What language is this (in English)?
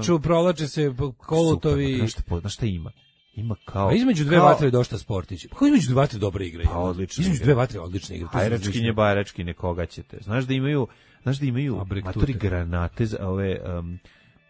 Serbian